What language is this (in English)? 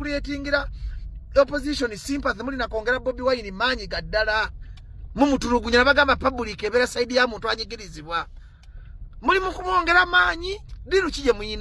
Ganda